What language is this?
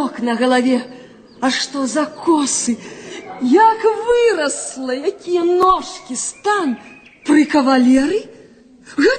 Belarusian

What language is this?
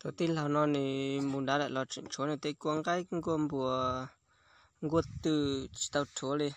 Hmong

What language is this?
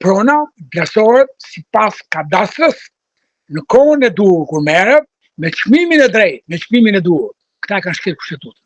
Albanian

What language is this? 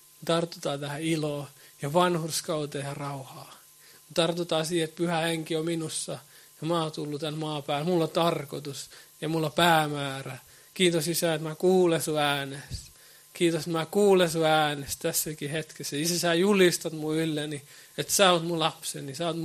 Finnish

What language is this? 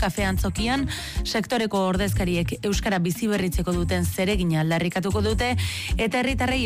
Basque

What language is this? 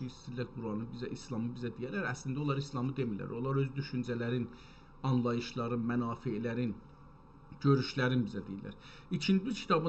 South Azerbaijani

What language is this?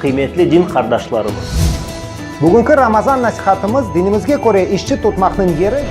Crimean Tatar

